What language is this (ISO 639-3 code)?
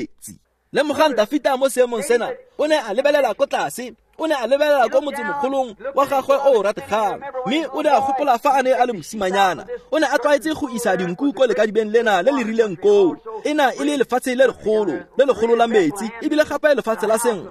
tsn